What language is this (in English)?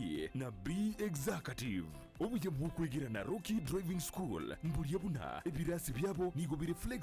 Gusii